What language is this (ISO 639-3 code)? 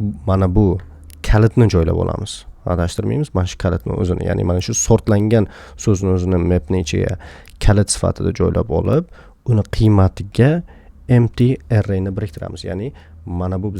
uzb